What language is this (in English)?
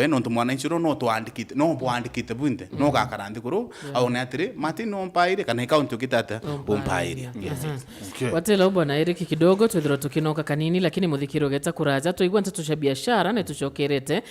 Meru